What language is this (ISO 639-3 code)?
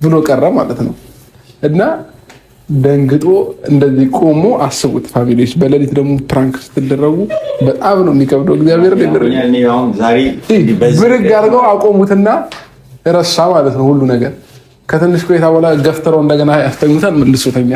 amh